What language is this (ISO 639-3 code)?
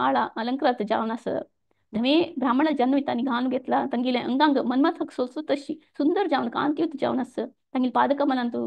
kok